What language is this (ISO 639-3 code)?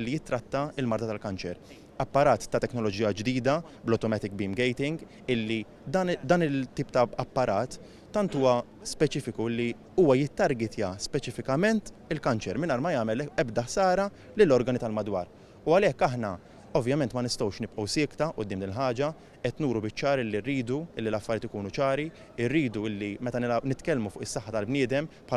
mlt